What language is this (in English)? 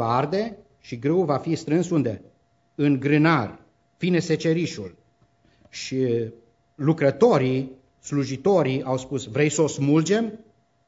Romanian